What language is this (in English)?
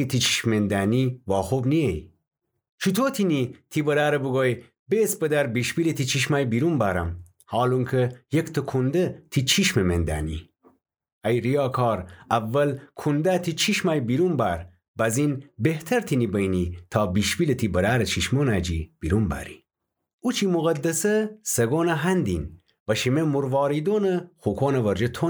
Gilaki